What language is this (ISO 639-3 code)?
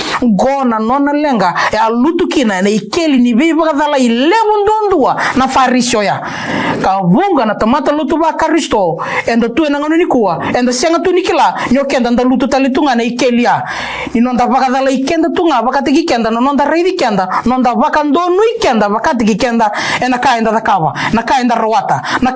fij